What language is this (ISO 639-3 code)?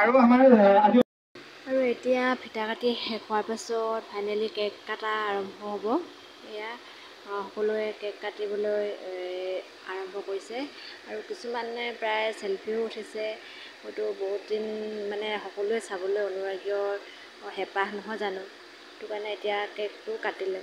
asm